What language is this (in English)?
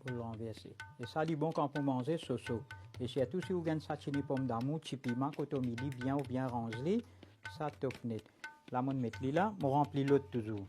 Morisyen